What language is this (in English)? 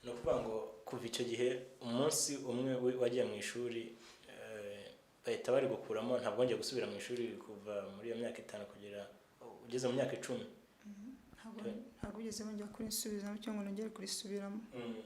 Kinyarwanda